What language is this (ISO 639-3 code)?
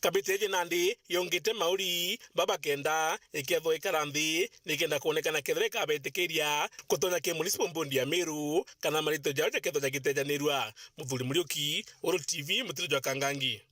mer